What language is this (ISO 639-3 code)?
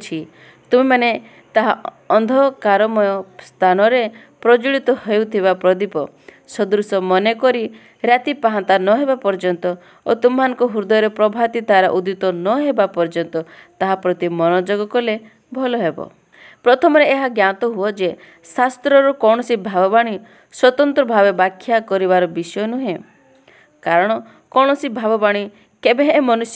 ori